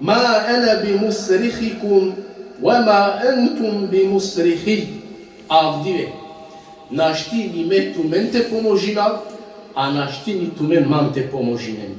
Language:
Balkan Romani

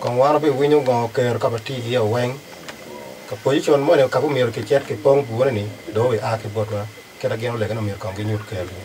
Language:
Acoli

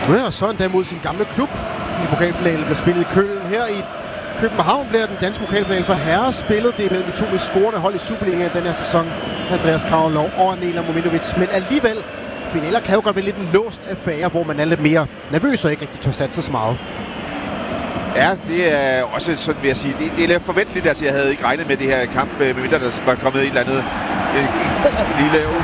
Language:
Danish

